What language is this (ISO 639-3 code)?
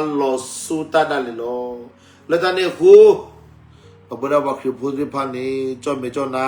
ksw